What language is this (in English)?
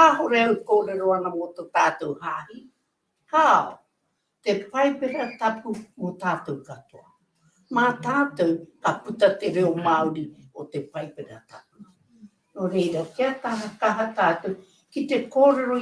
Māori